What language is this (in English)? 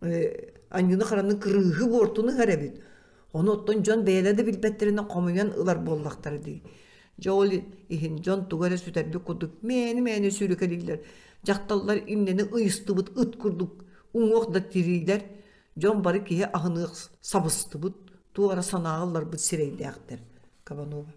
Yakut